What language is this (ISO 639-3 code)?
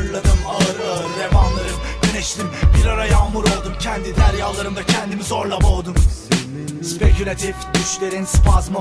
tur